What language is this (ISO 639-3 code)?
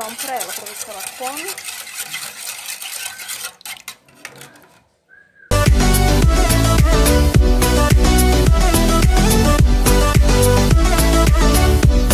por